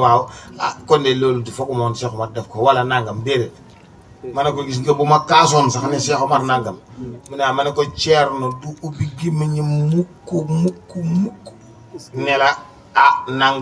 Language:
Wolof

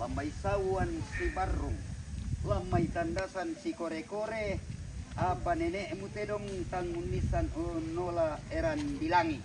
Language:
Toraja-Sa'dan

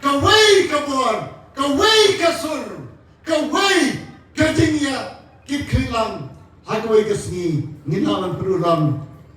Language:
Khasi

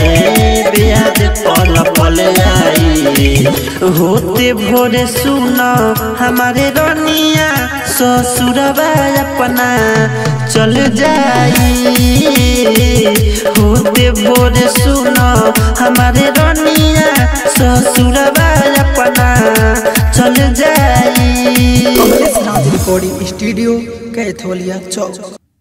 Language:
Bhojpuri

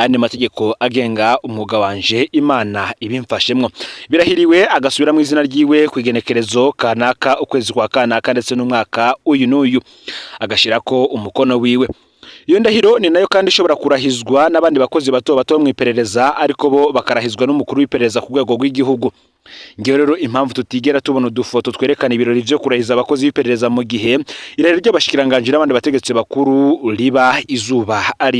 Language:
Rundi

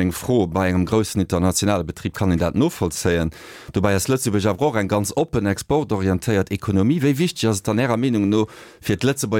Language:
Luxembourgish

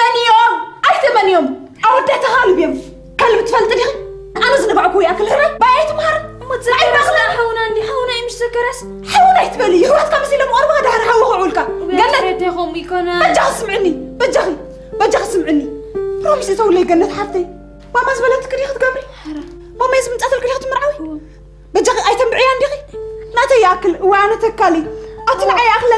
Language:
Tigrinya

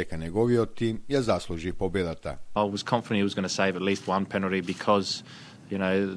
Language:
Macedonian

